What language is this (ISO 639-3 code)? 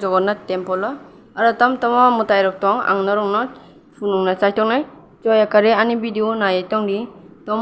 trp